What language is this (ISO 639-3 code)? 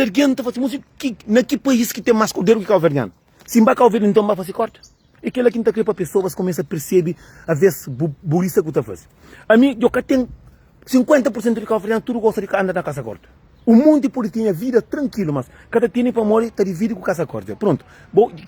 kea